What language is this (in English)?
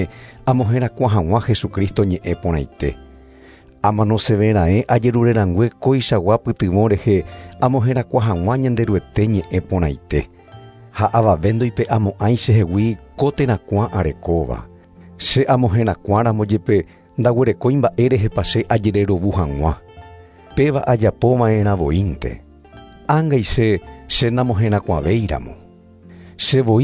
Guarani